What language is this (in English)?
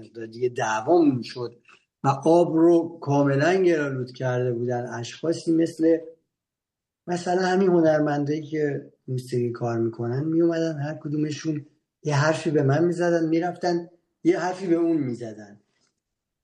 Persian